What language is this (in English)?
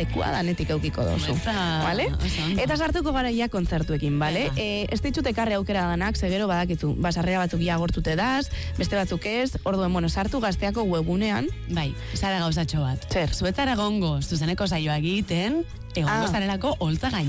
Basque